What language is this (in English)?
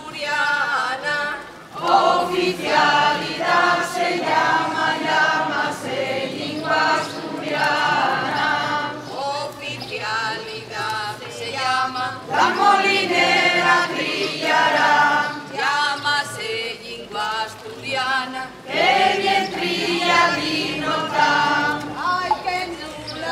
Asturian